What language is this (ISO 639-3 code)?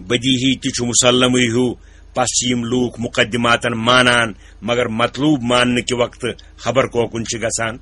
kas